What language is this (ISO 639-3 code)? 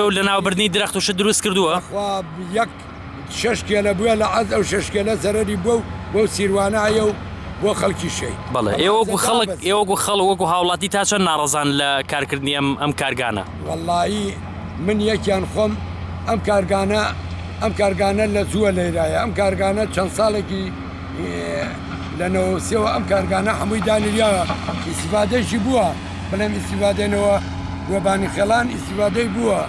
ckb